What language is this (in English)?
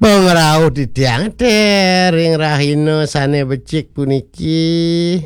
Balinese